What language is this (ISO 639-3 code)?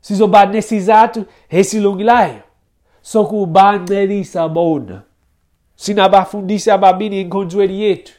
xho